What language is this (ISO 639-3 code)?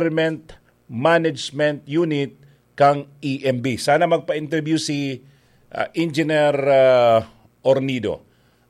bik